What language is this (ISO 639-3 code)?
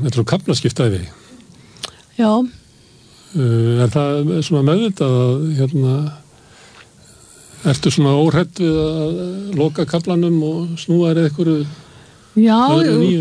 isl